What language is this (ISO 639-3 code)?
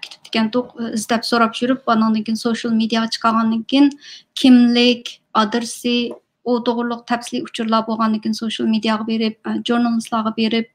uig